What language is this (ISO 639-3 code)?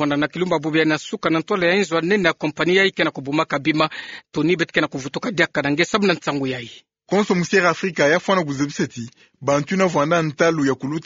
ktu